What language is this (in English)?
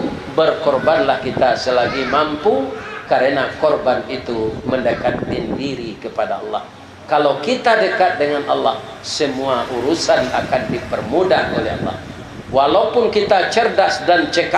Minangkabau